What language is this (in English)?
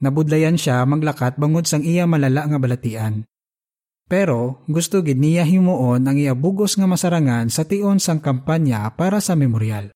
Hiligaynon